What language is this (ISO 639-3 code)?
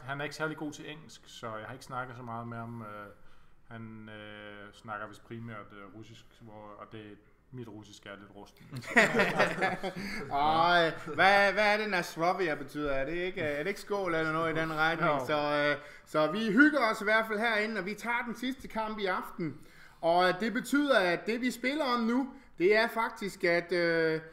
dan